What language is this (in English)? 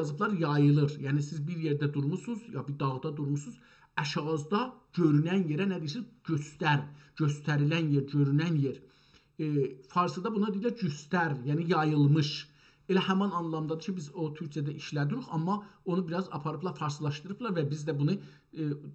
South Azerbaijani